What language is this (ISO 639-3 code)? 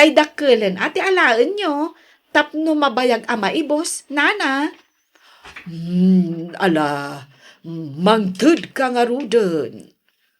ilo